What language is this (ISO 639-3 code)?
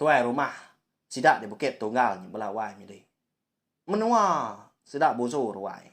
iba